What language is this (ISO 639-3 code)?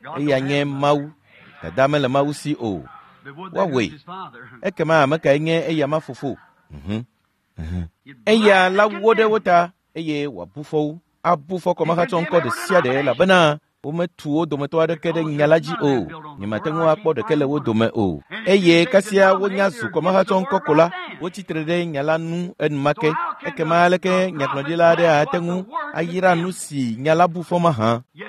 ewe